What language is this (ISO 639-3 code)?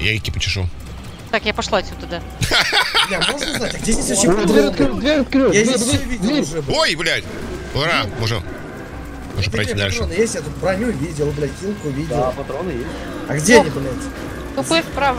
rus